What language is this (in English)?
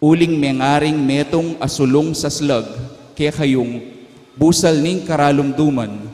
Pampanga